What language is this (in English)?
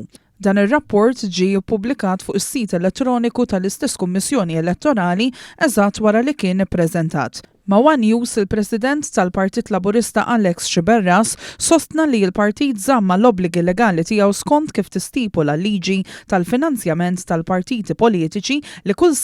Maltese